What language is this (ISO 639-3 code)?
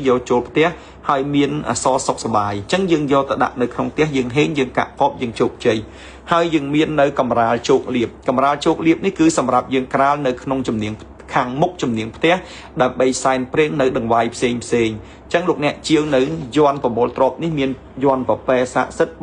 khm